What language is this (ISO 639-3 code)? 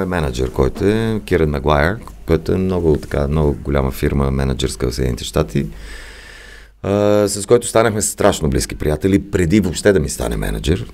bul